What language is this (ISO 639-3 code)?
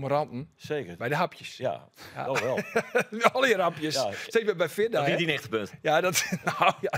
fry